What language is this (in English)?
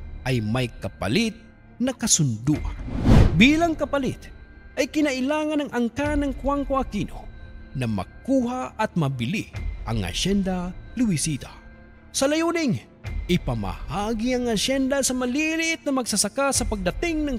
Filipino